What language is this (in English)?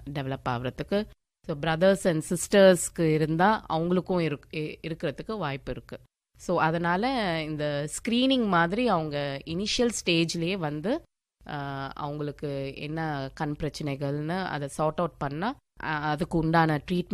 Tamil